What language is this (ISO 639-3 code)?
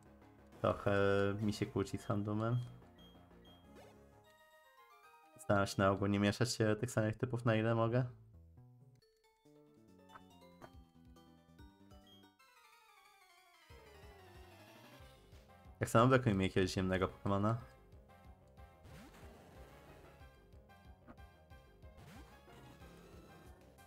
pol